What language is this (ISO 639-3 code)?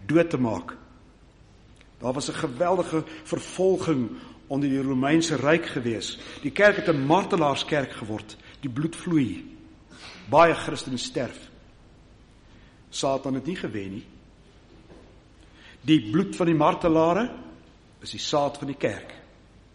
afr